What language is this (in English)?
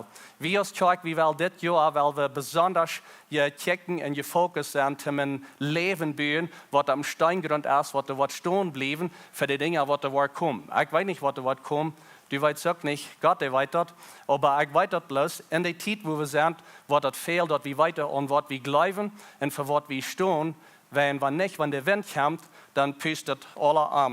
Plautdietsch